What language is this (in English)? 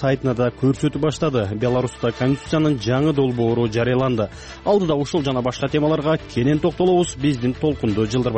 Kyrgyz